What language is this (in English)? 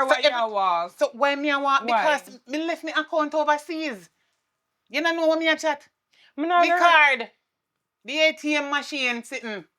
Jamaican Creole English